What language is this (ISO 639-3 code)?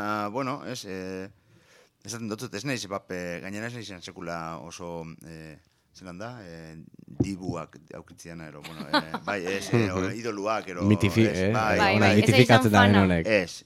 eus